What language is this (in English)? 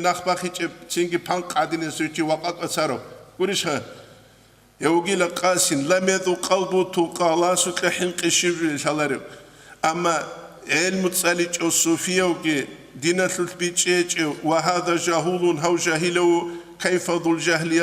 Avaric